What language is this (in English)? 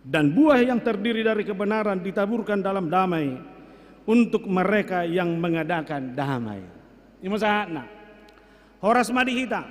Batak Toba